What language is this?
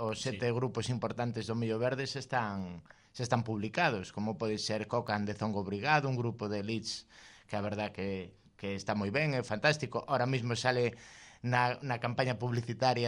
Galician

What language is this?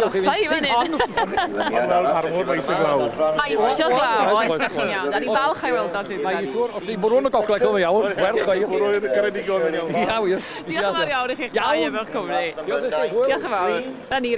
Welsh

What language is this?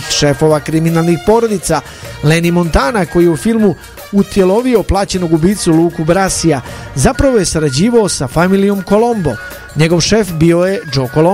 Serbian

